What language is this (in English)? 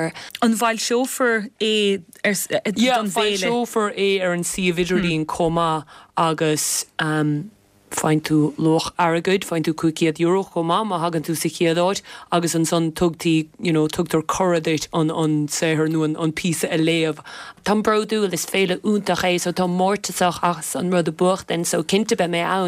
Irish